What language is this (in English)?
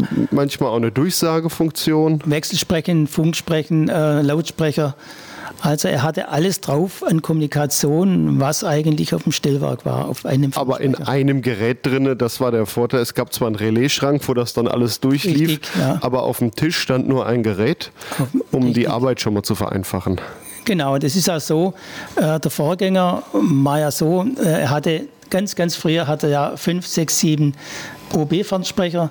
German